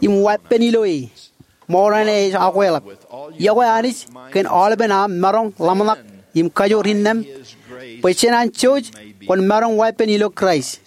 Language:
Marshallese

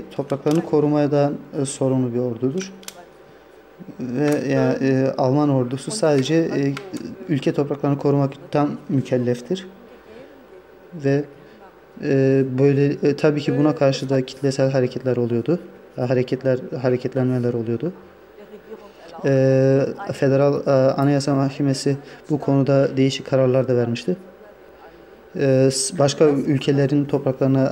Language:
Turkish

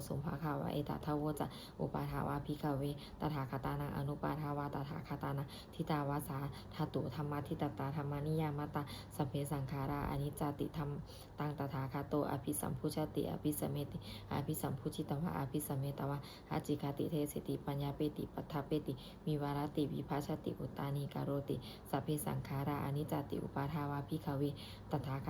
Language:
Pali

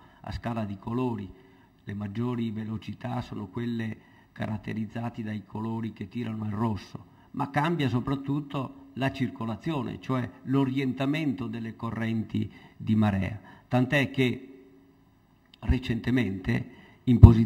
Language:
Italian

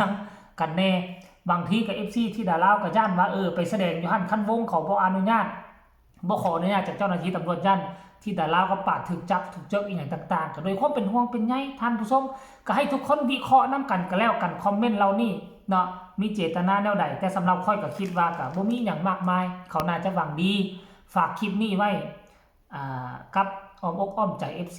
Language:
Northeastern Thai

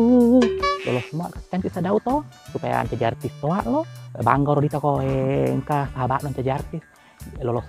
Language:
Buginese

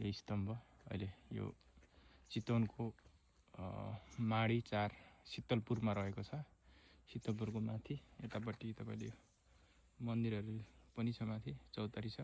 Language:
Nepali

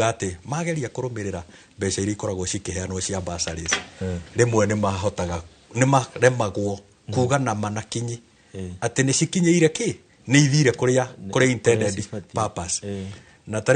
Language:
Kikuyu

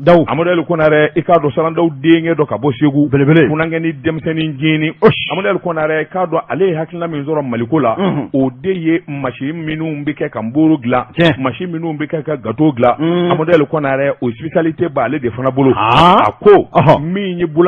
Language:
Bambara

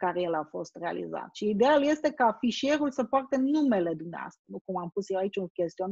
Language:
Romanian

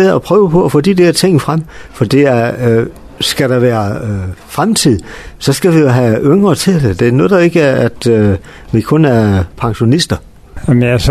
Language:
Danish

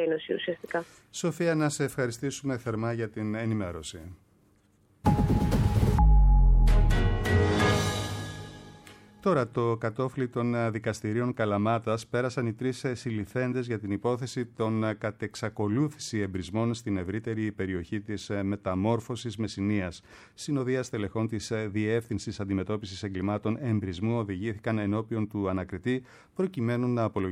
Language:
Greek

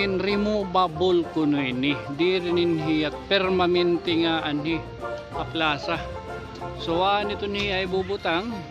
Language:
Waray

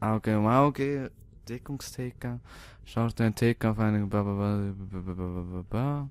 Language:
Swiss German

